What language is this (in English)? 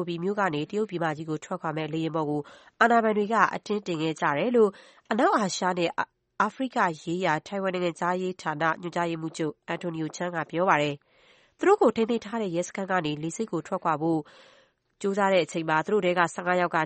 Burmese